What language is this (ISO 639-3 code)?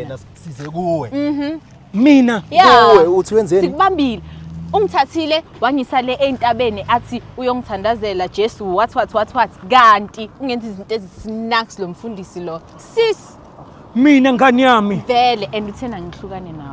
zul